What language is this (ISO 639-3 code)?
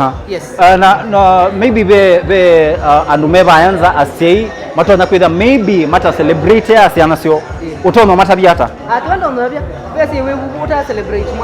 kam